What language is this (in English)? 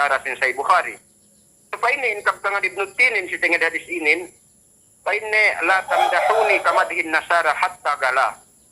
Yakan